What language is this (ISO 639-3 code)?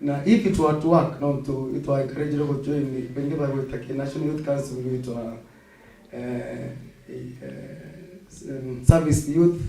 mer